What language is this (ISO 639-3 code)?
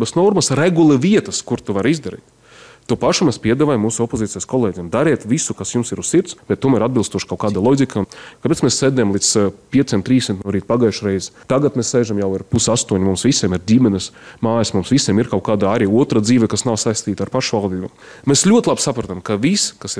lav